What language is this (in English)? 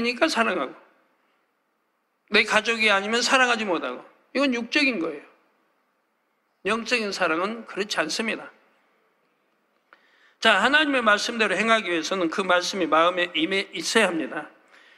Korean